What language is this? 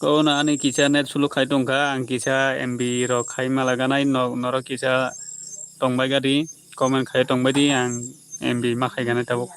Kok Borok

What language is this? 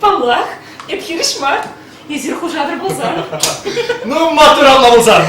Chuvash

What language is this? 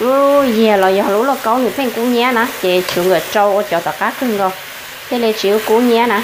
Hmong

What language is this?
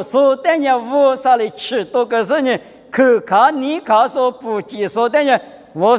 Lisu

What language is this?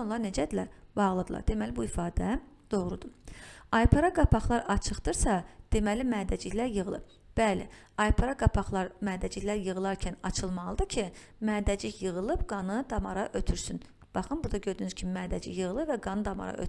Azerbaijani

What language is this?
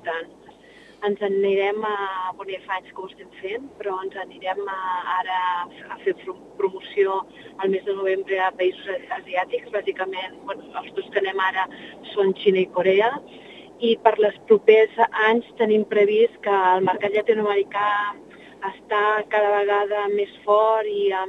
Catalan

